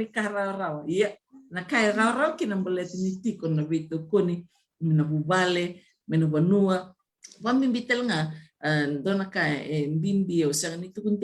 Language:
Fijian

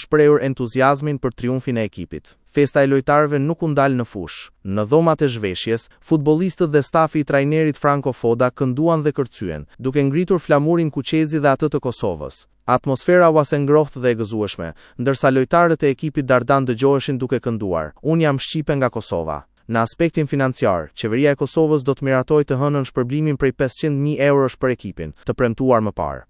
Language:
Albanian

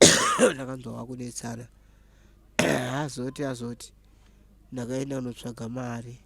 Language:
Shona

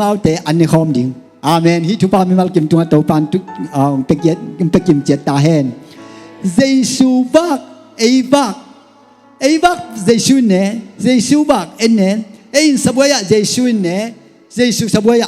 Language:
Tedim Chin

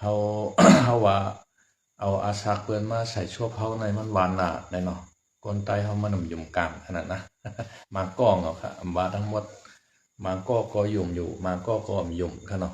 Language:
Shan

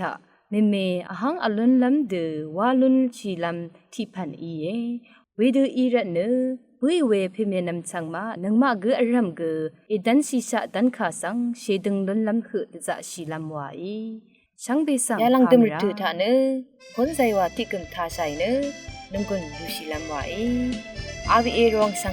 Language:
Rawang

